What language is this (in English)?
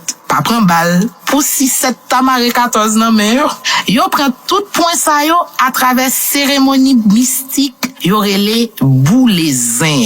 Haitian Creole